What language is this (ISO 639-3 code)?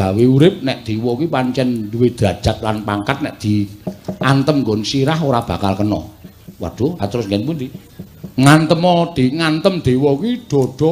jav